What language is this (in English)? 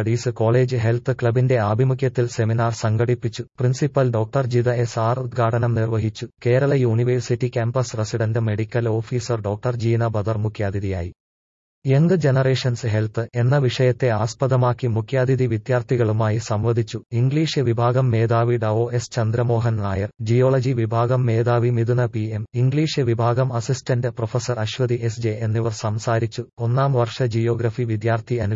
Malayalam